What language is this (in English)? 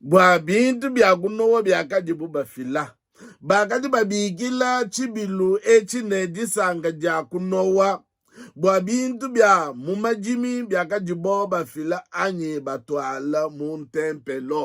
Luba-Lulua